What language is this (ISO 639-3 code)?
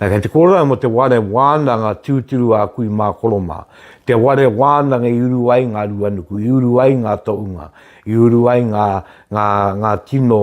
mri